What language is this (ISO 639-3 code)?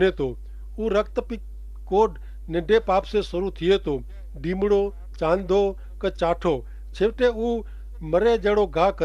kfr